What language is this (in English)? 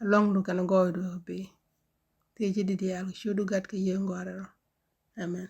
Nuer